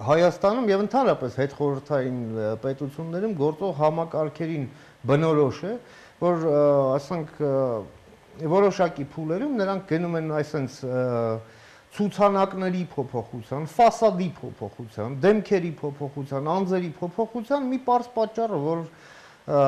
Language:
Armenian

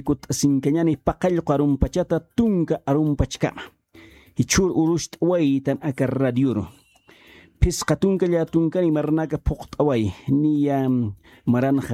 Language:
Aymara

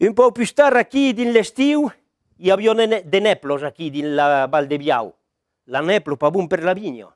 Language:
Occitan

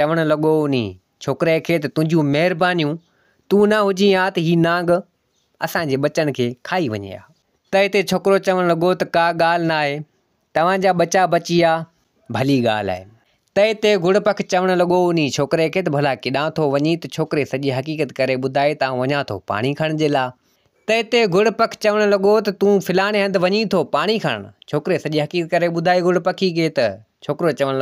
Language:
Sindhi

